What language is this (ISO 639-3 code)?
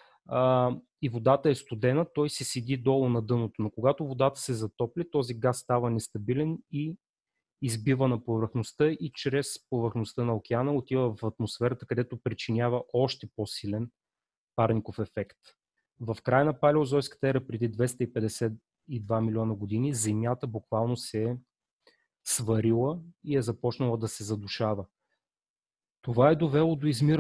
bul